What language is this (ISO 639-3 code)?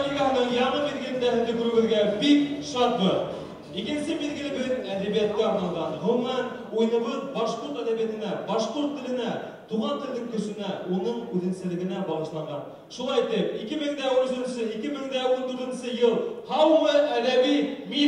bak